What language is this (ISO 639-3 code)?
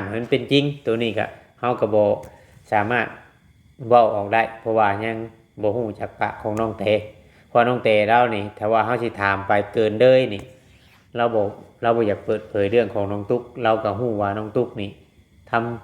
lao